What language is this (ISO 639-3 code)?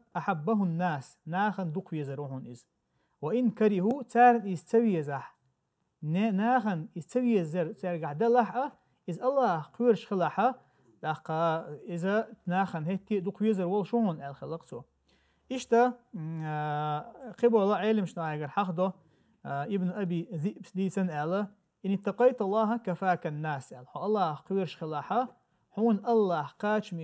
che